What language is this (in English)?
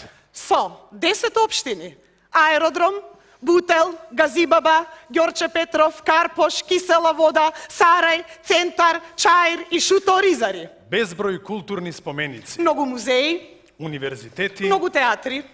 Macedonian